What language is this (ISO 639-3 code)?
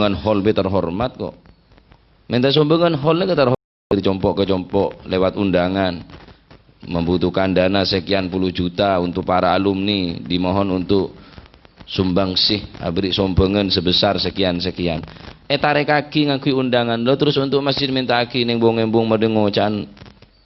mad